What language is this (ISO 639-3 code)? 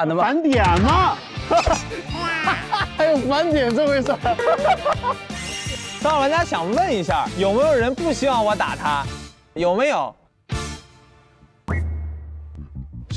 zho